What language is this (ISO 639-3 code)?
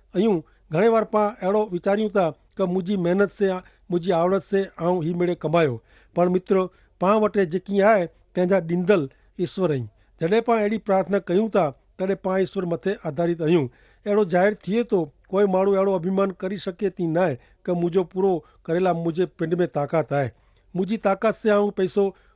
kfr